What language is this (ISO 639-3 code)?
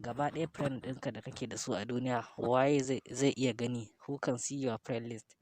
hau